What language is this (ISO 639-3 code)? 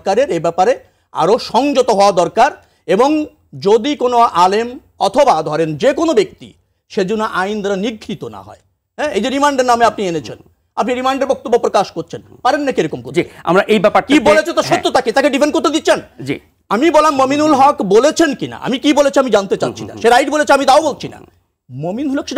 ben